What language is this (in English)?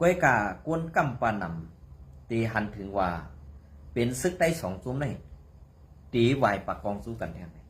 Shan